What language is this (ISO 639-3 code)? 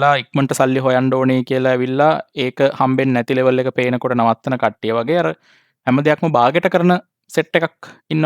sin